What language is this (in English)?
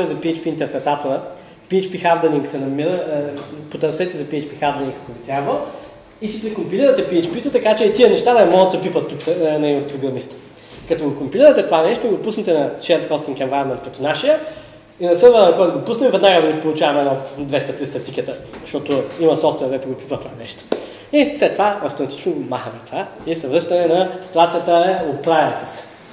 Bulgarian